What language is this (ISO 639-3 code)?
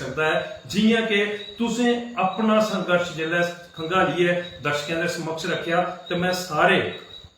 doi